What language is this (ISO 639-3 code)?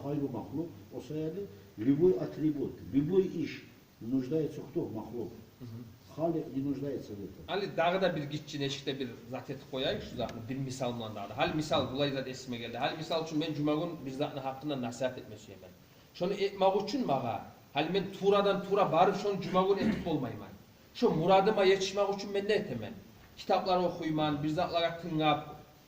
kum